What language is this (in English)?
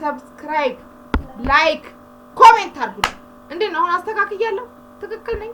Amharic